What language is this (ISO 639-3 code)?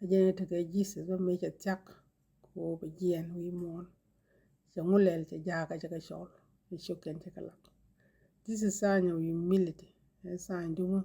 nus